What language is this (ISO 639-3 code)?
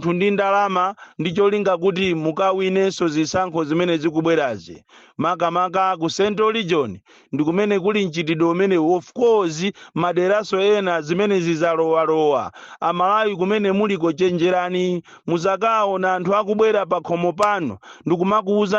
nya